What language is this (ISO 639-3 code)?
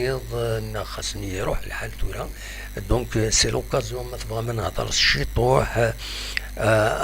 kab